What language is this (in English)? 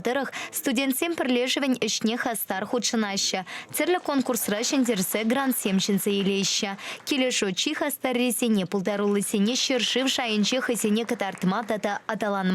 Chuvash